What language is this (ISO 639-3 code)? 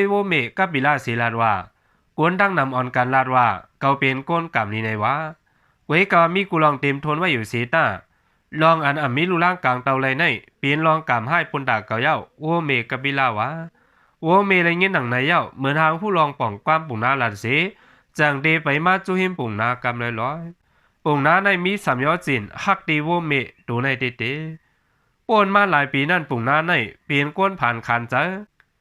shn